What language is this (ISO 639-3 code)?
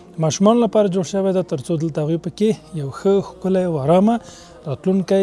pus